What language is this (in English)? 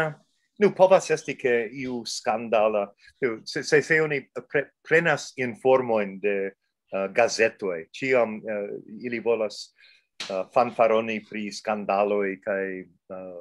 Esperanto